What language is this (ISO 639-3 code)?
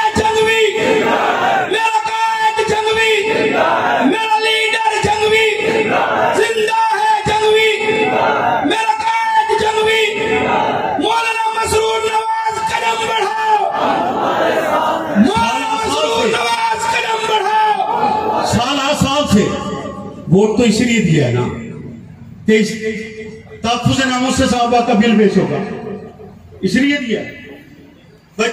urd